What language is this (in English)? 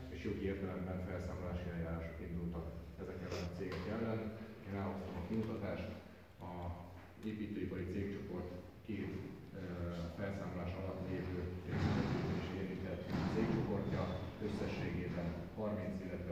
Hungarian